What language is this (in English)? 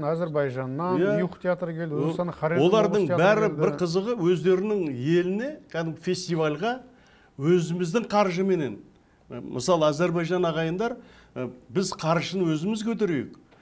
Kazakh